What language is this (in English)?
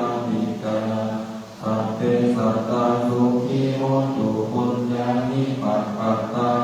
Pali